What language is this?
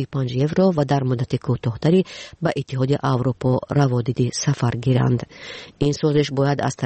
Persian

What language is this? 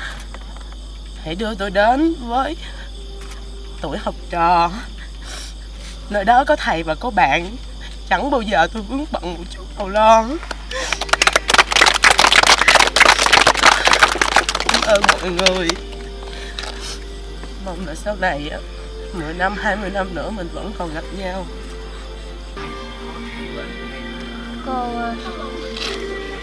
Vietnamese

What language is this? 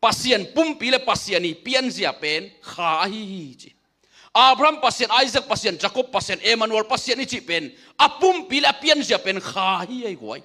Tedim Chin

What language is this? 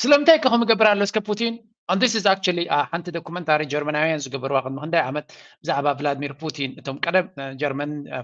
Tigrinya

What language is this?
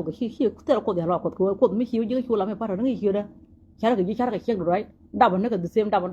Nuer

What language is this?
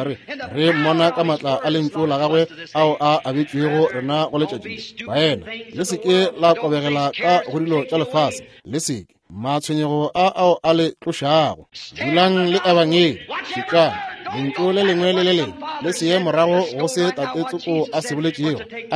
Northern Sotho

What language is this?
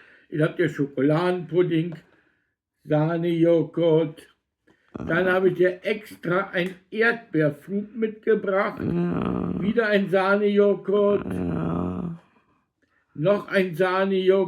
Bavarian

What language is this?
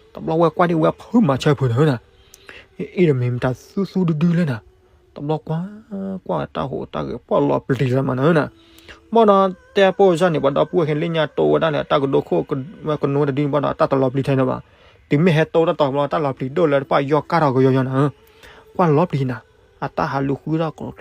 S'gaw Karen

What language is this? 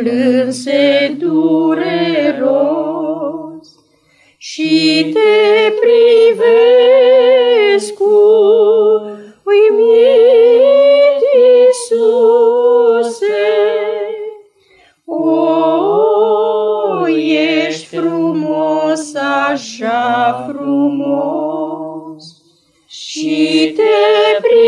Romanian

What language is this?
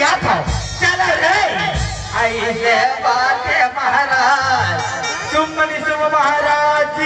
Chhattisgarhi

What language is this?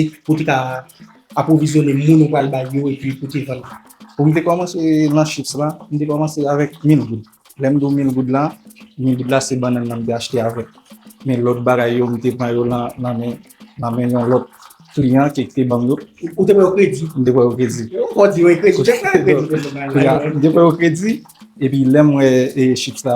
Haitian Creole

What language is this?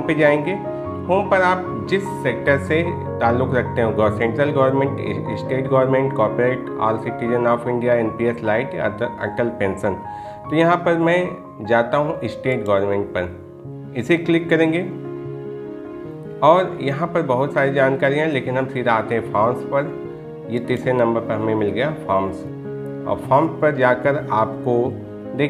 Hindi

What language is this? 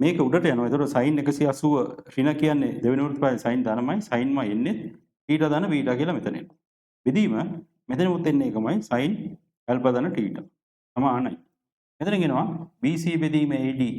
Sinhala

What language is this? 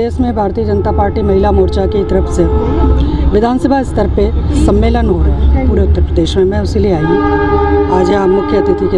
Hindi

